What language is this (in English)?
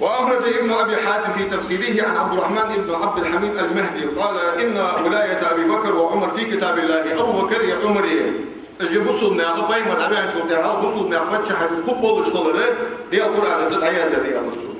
Ingush